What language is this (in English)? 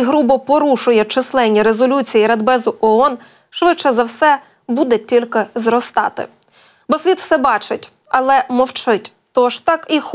Ukrainian